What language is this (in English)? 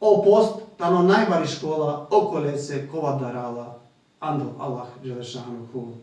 Balkan Romani